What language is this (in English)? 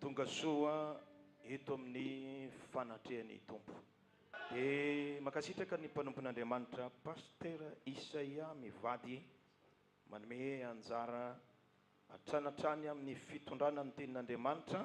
Malagasy